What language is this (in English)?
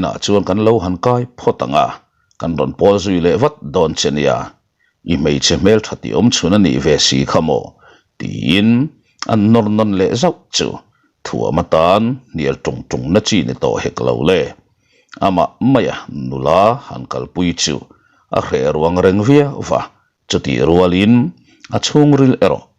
Mizo